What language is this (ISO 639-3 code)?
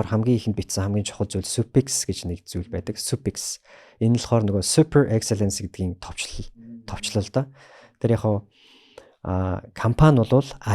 mon